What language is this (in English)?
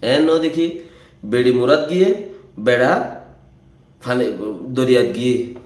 Rohingya